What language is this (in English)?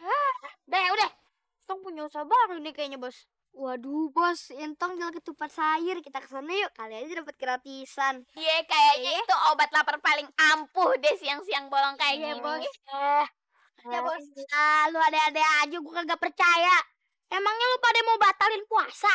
Betawi